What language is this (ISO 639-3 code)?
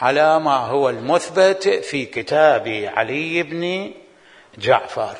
acm